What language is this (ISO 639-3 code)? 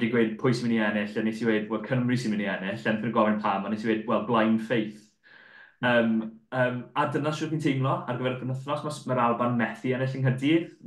cym